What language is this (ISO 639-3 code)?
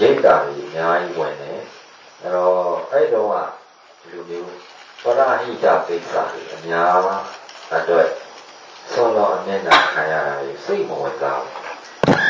mya